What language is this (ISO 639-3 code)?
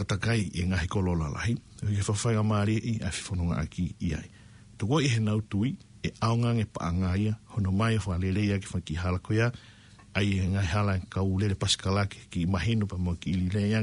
ton